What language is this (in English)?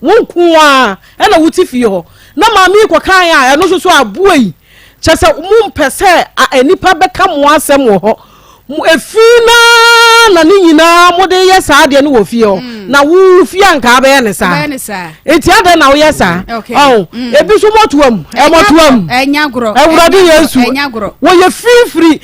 Akan